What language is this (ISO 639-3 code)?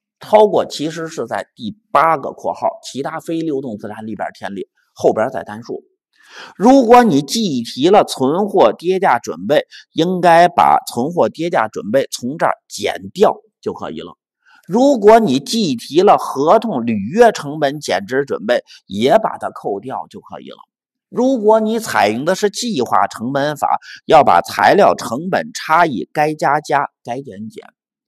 zho